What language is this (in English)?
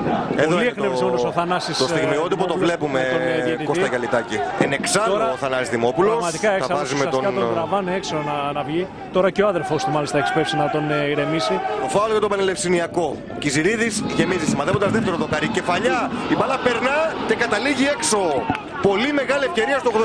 Greek